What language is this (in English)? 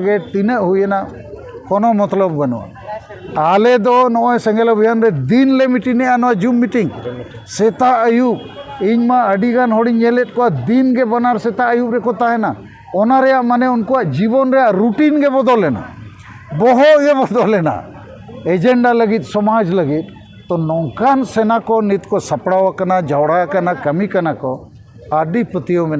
Santali